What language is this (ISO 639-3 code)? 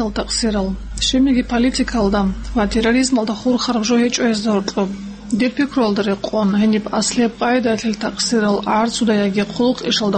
ava